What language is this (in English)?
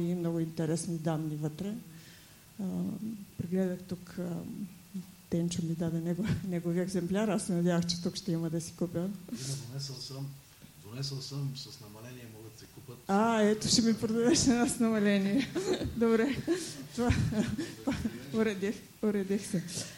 Bulgarian